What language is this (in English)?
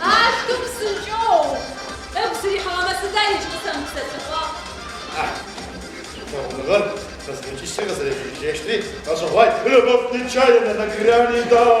Adyghe